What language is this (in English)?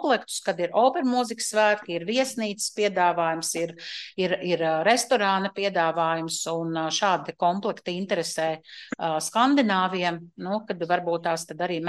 Latvian